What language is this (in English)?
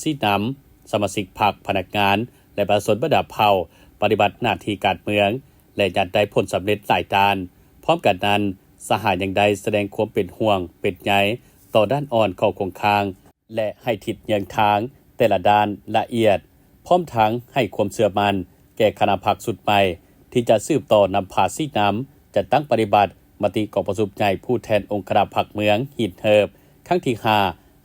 Lao